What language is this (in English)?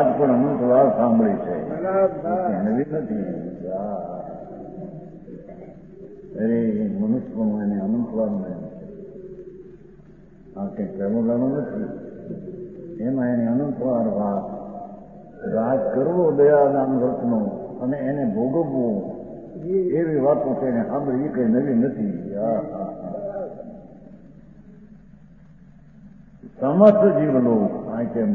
Gujarati